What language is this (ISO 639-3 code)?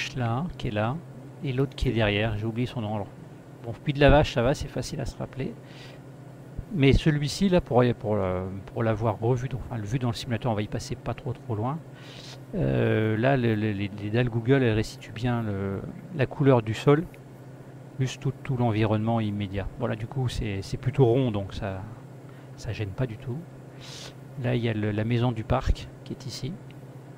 fra